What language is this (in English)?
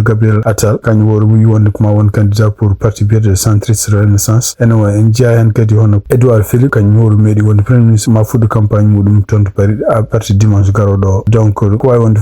Fula